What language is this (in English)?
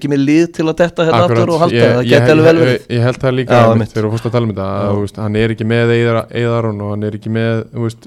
Icelandic